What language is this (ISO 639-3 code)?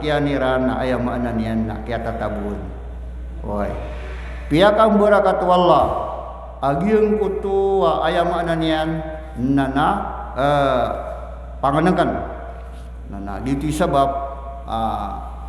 mrw